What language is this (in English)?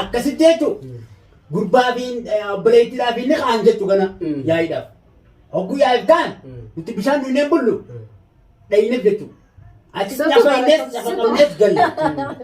Oromo